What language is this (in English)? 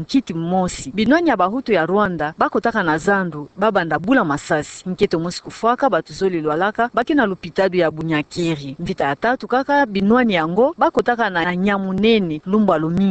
Kituba (Democratic Republic of Congo)